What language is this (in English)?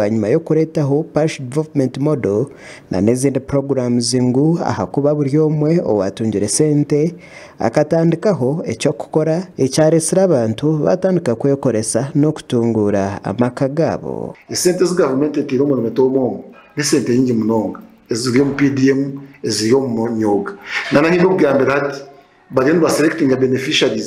Nyankole